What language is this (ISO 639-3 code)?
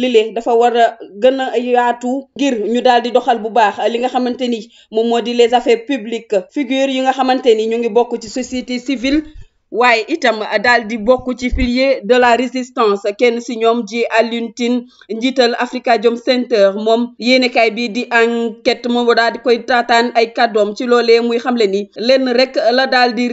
wol